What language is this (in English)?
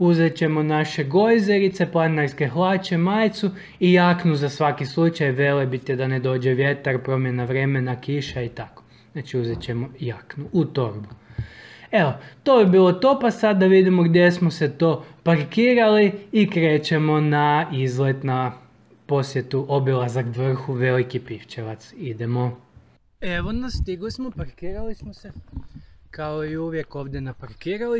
Croatian